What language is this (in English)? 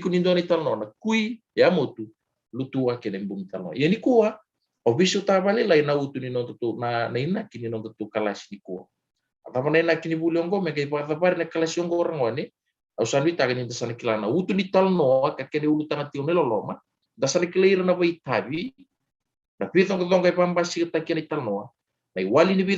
Fijian